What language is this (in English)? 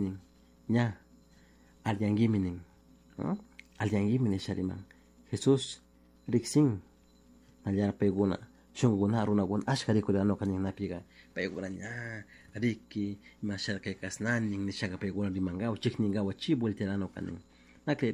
Chimborazo Highland Quichua